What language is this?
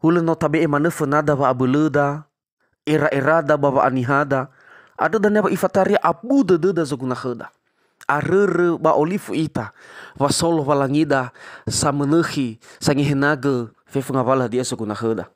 Nias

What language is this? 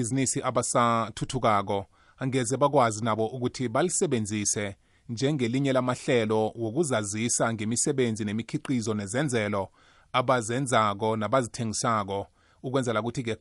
South Ndebele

